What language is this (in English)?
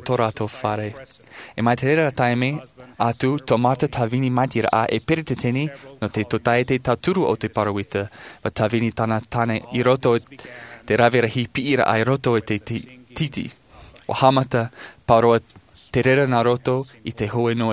Tahitian